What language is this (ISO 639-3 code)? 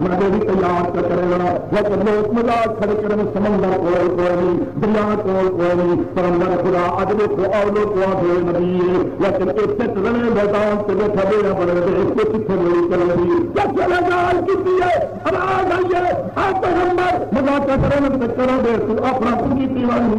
skr